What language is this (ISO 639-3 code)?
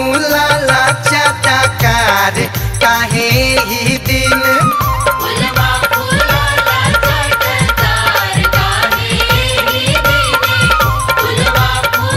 bho